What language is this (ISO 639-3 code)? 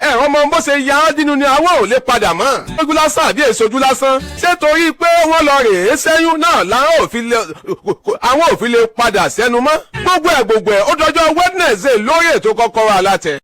yor